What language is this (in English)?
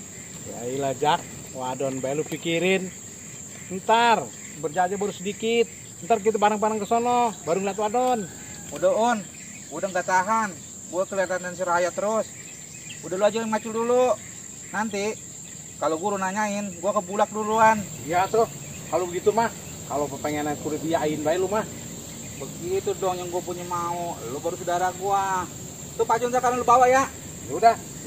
Betawi